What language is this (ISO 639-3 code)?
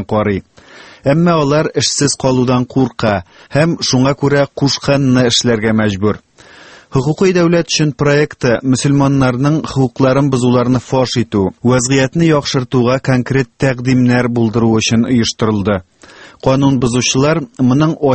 tat